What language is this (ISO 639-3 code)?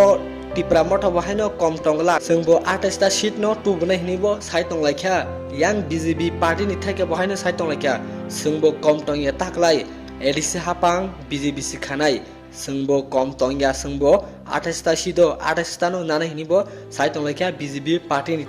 trp